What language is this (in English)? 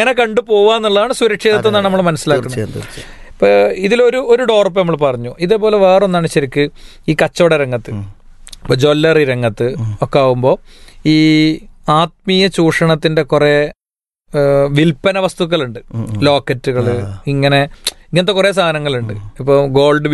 Malayalam